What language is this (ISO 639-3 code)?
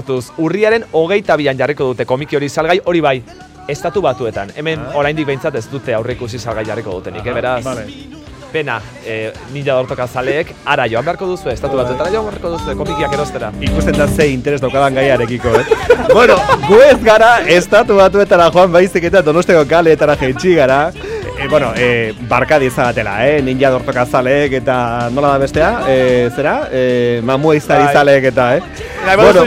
eus